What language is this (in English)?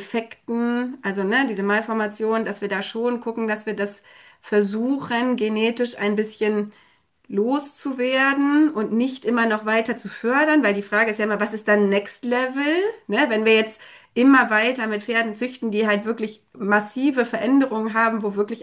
German